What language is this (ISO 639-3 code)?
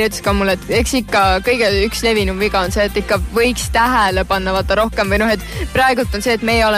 est